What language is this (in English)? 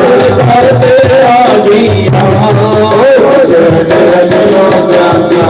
Dogri